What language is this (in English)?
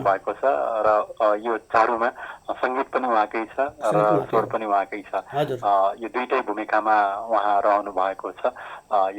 Nepali